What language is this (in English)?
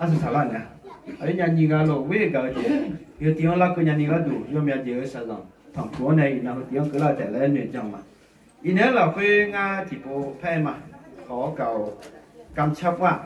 Akha